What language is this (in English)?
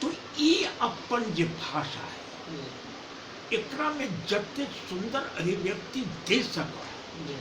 Magahi